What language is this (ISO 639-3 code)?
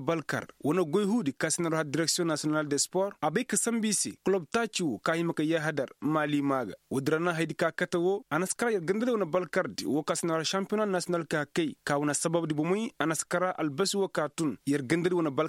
ses